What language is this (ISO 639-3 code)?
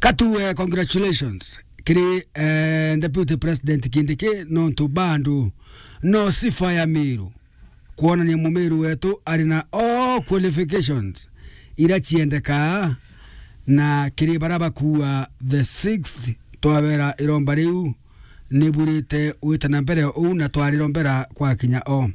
mer